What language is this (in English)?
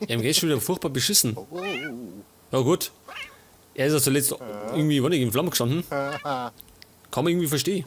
Bavarian